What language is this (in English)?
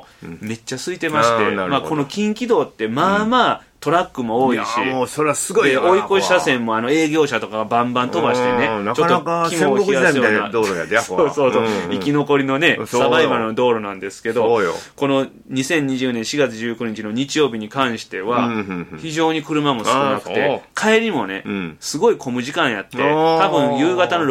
Japanese